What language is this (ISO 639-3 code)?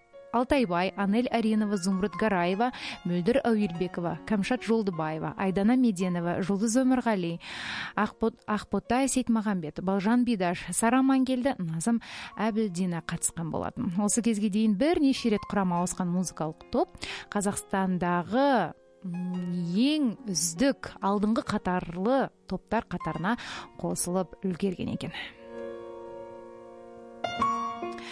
kaz